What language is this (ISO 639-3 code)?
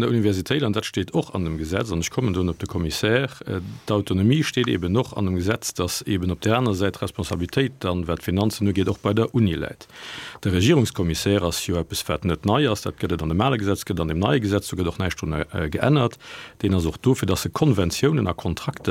ltz